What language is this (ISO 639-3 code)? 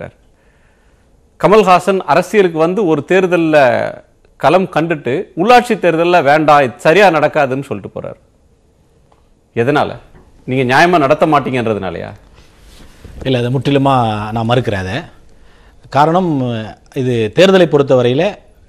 tam